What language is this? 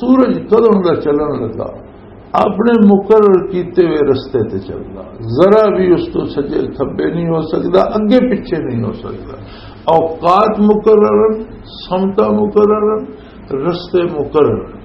Western Panjabi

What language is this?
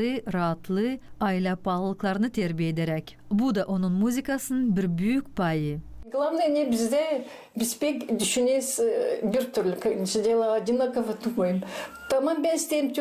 Gagauz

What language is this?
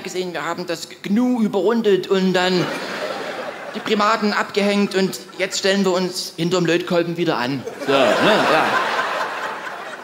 German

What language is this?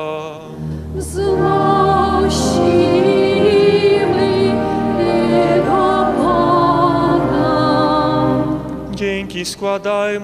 Polish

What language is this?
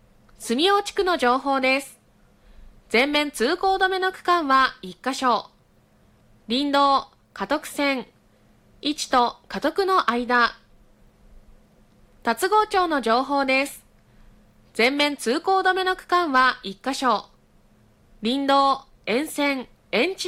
Japanese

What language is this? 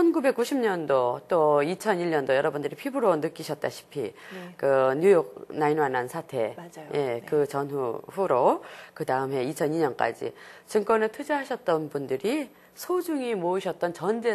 Korean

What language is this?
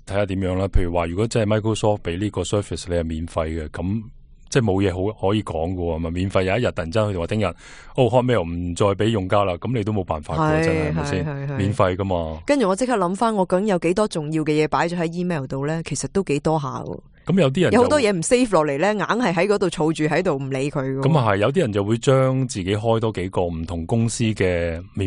Cantonese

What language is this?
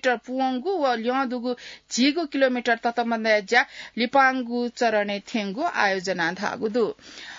Newari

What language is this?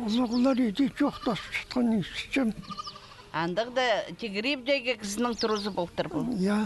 Khakas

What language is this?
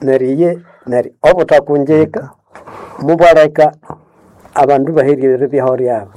Nande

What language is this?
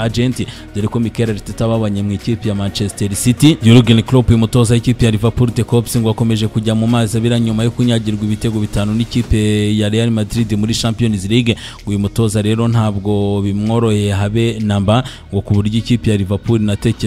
Kinyarwanda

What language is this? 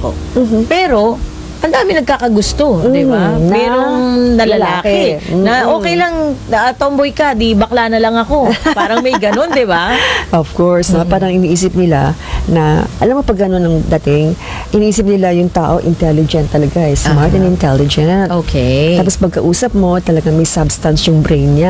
Filipino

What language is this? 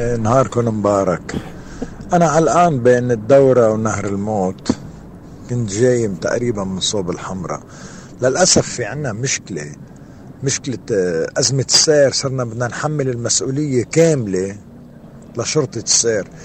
North Levantine Arabic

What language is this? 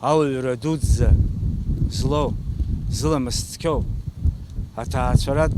Abkhazian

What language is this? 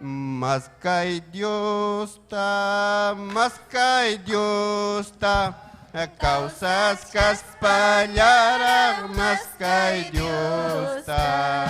Ayacucho Quechua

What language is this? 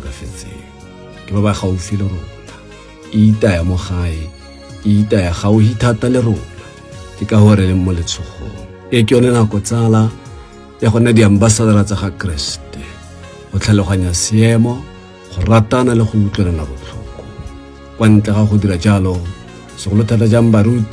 Tswana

